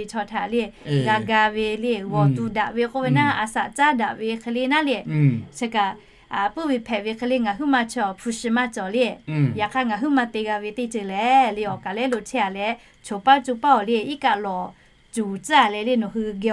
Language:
Lahu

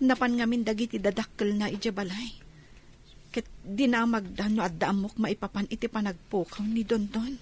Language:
Iloko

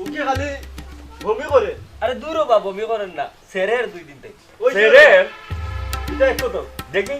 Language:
Sylheti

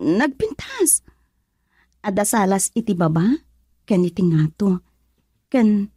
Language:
Iloko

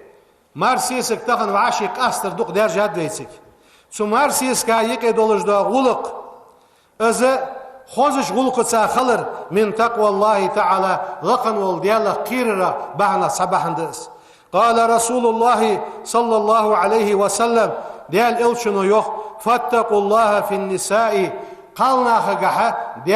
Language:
Ingush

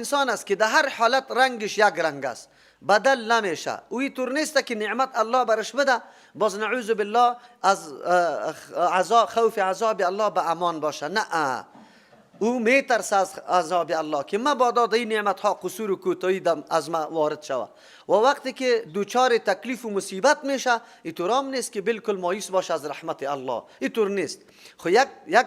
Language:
Persian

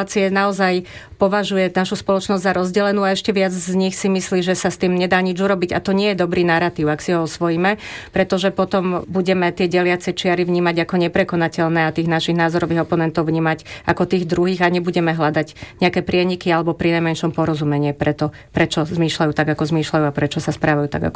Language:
Slovak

